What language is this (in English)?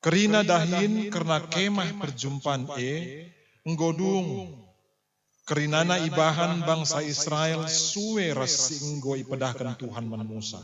Batak Karo